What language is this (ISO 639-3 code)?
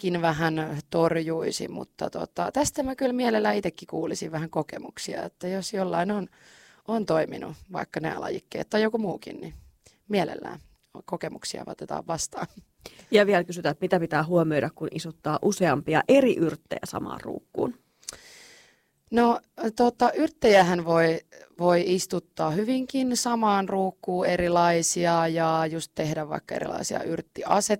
fin